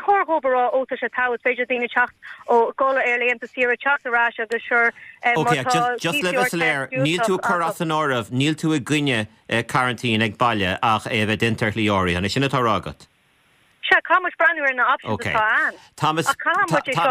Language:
Irish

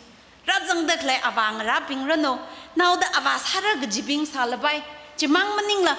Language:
Tangkhul Naga (India)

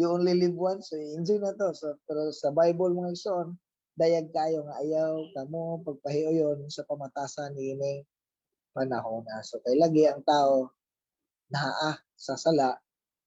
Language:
Cebuano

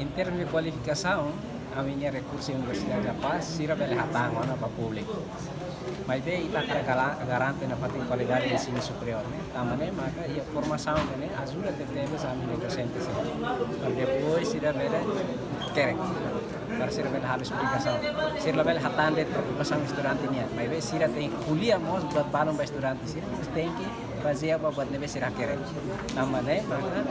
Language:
Tetum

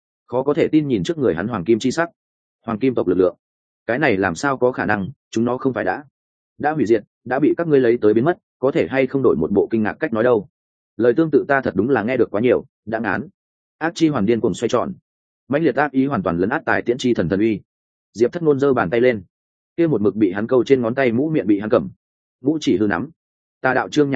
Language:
Vietnamese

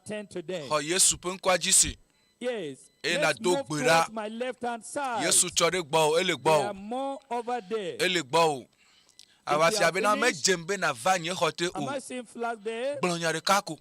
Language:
Ewe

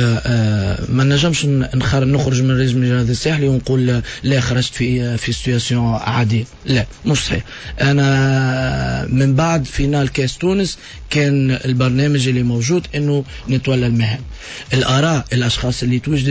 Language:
Tunisian Arabic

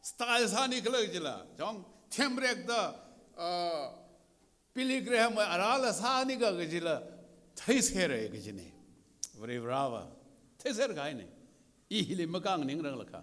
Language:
Tangkhul Naga (India)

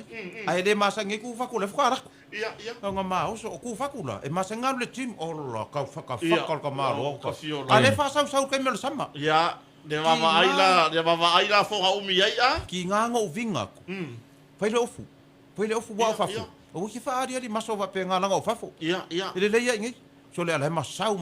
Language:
Samoan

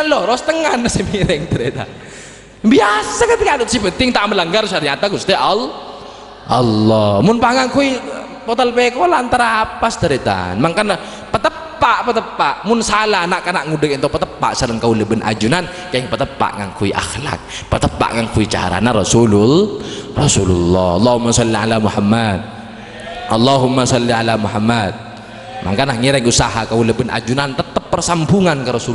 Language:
Madurese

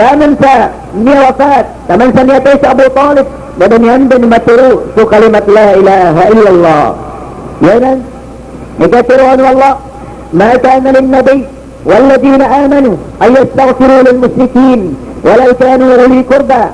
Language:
Maranao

